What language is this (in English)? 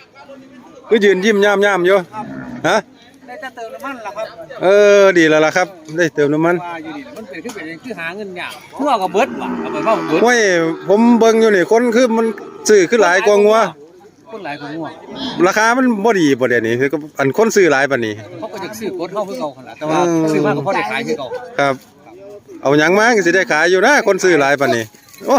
Northeastern Thai